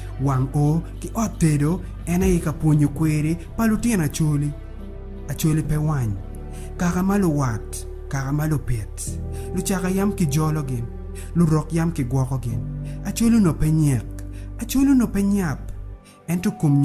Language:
Acoli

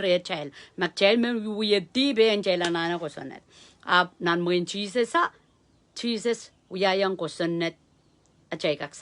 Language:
Pohnpeian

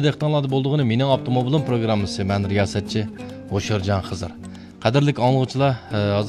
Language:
Uyghur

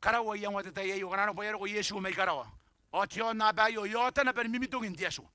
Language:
Gilbertese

